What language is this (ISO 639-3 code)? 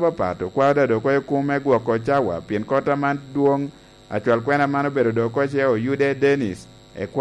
laj